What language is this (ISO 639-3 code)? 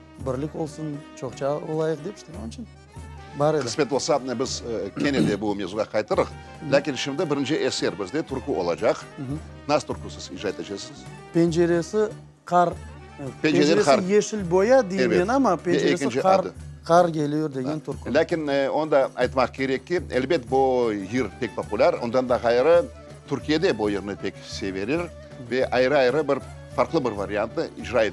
crh